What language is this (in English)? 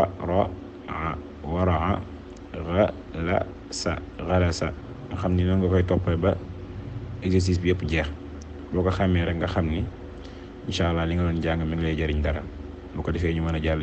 Wolof